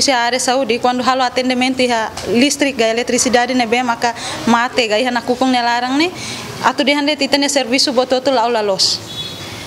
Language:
Tetum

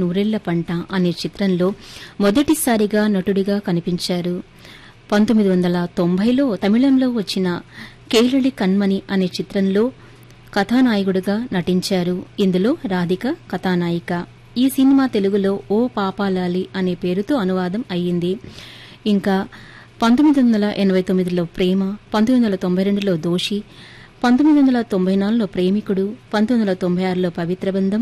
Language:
Telugu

